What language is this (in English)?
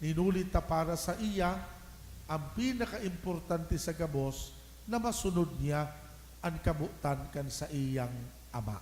Bikol